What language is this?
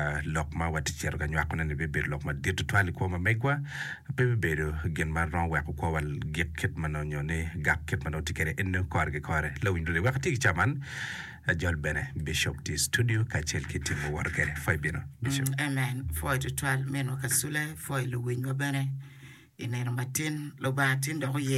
Acoli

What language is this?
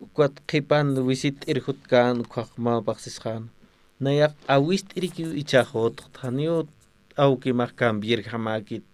Aymara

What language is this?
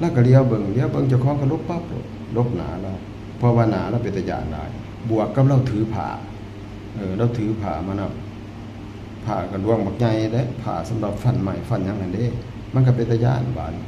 Northeastern Thai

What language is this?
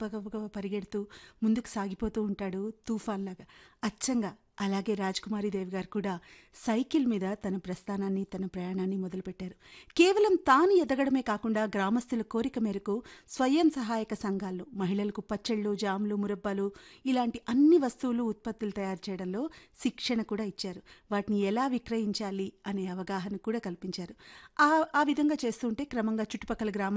Telugu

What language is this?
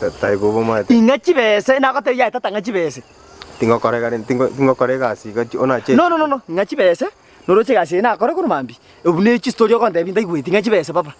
Gusii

